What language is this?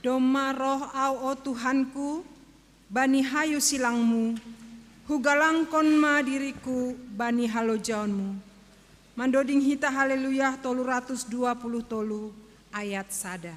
Batak Simalungun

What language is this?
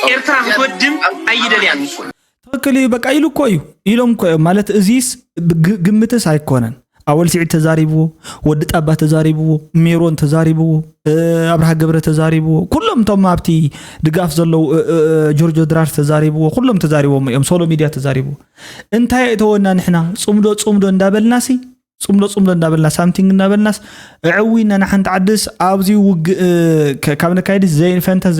Tigrinya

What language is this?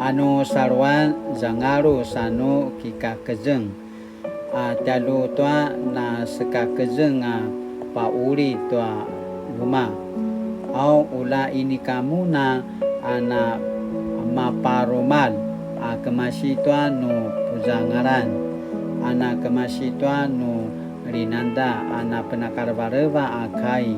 Paiwan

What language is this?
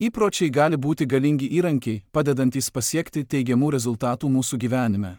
Lithuanian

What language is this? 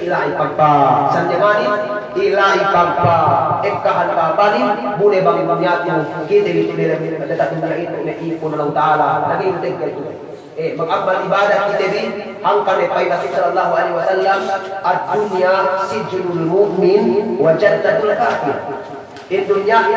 Yakan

